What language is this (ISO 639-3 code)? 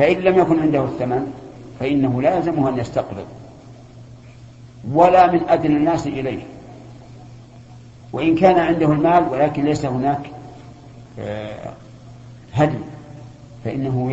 ara